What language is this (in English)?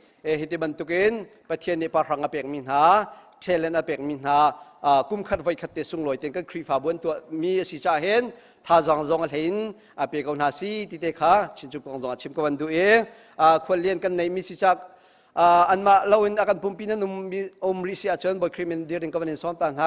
Hakha Chin